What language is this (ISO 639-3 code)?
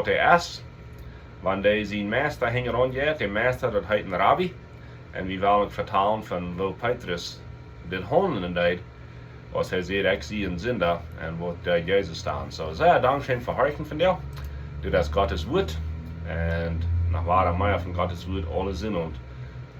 pdt